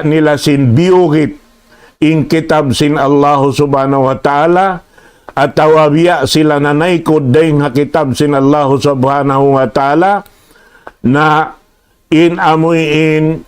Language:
Tausug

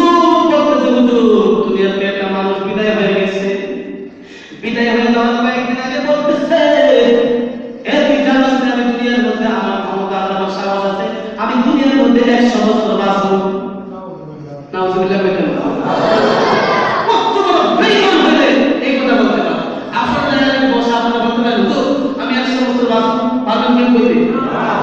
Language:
Bangla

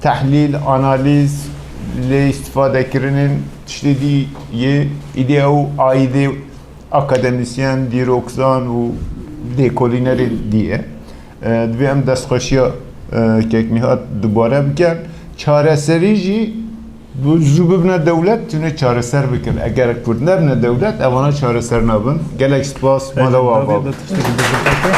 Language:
Kurdish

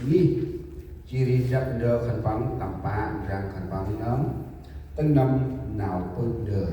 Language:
Central Mnong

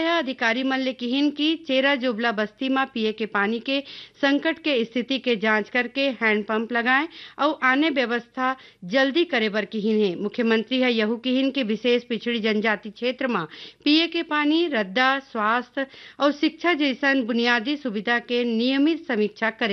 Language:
Chhattisgarhi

